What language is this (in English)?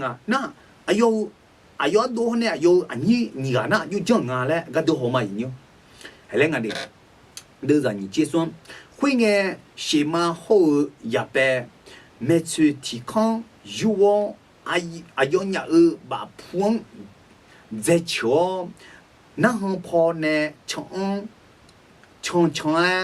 Akha